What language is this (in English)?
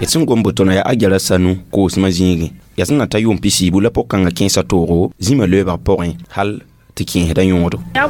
Mossi